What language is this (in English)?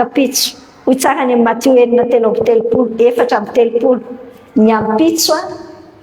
Malagasy